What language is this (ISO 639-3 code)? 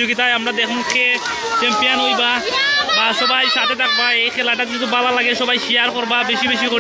syl